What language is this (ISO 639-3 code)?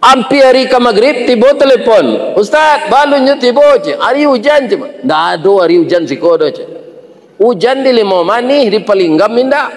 min